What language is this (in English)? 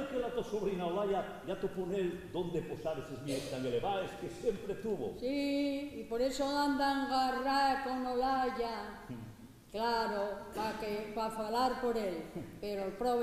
Asturian